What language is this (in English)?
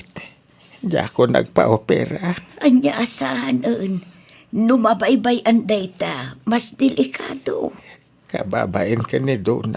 Iloko